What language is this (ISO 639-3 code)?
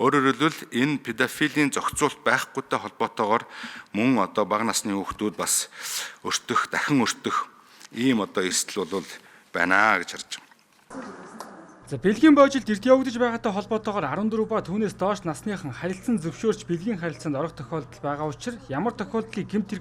mon